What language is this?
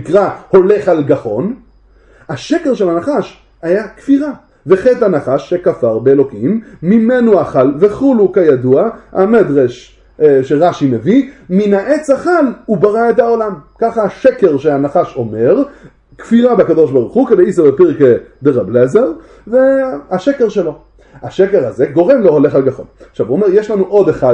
Hebrew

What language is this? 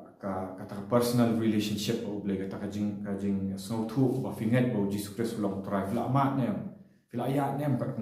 Khasi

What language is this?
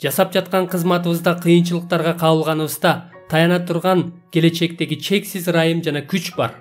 Kyrgyz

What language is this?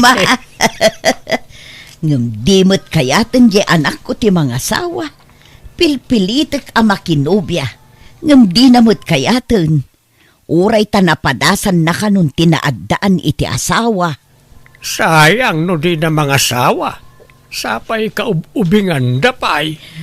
Iloko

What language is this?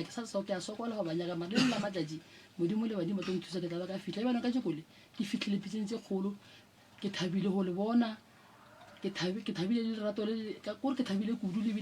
Northern Sotho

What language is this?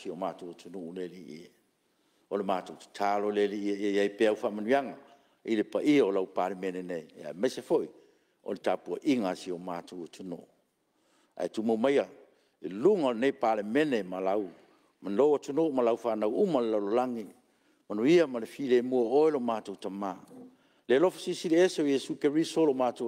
Samoan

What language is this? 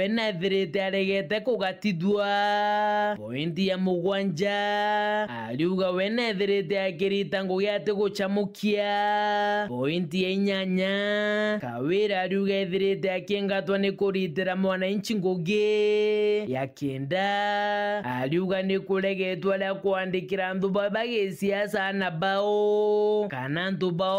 Meru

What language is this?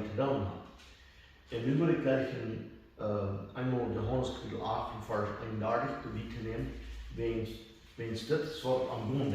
Plautdietsch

